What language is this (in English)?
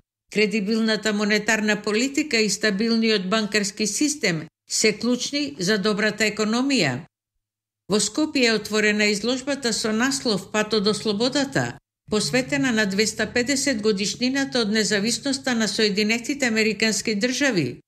Macedonian